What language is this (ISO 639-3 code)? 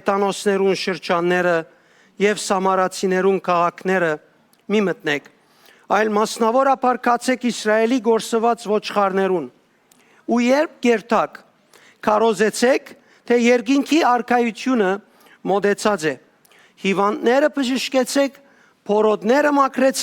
hyw